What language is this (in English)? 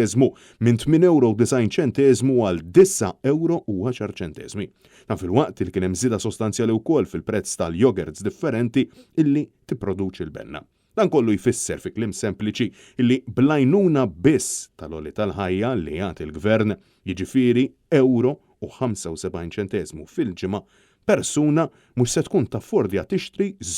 Maltese